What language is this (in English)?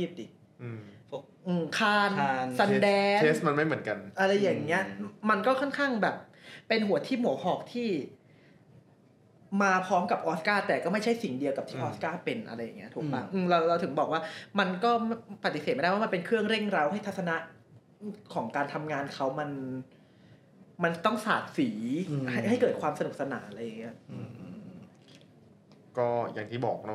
Thai